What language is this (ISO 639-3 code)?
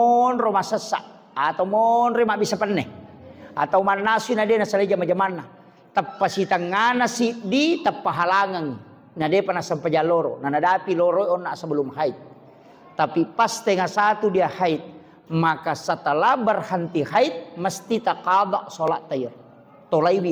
bug